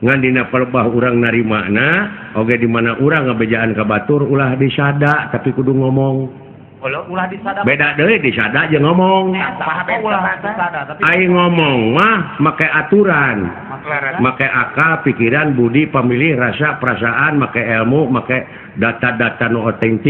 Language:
Sundanese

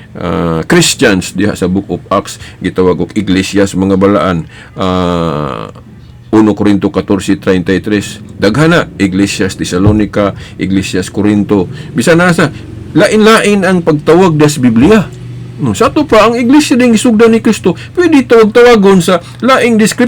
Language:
Cebuano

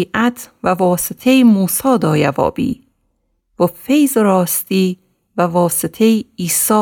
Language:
Gilaki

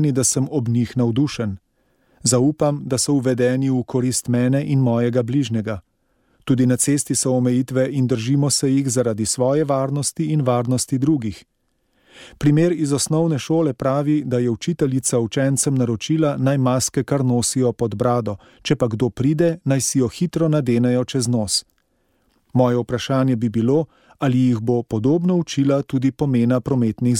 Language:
Slovenian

